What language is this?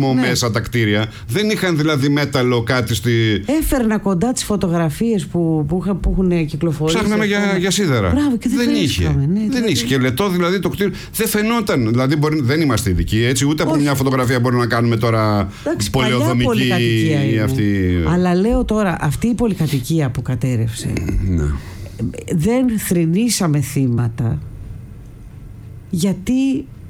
Greek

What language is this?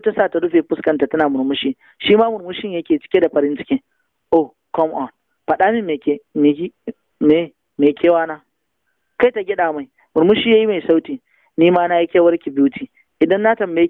Hausa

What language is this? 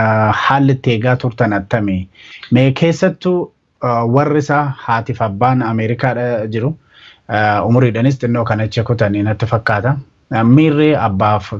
Oromo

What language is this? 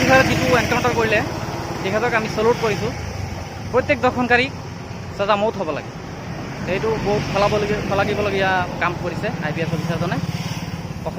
Assamese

